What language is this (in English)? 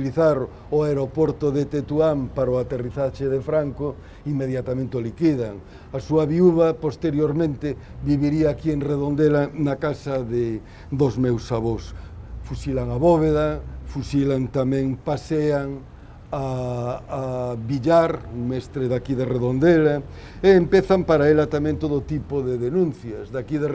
Galician